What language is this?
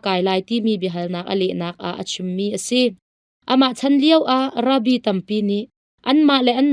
Hakha Chin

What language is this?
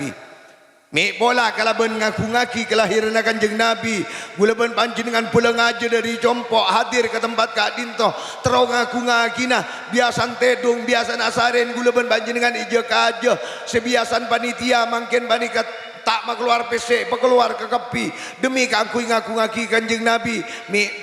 Madurese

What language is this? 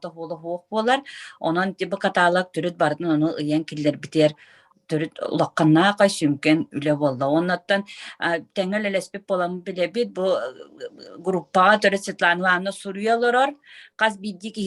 Yakut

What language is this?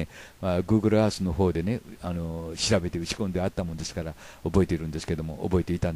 Japanese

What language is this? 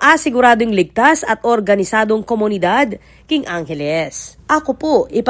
Pampanga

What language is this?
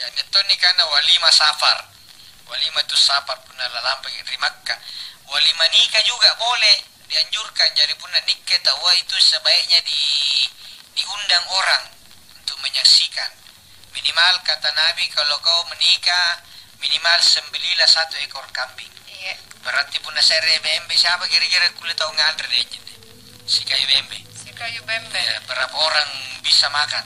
Makasar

